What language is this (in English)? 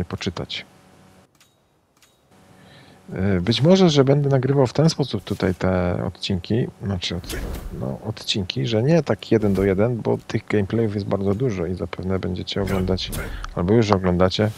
Polish